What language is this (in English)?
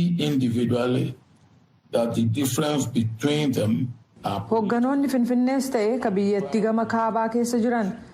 Oromo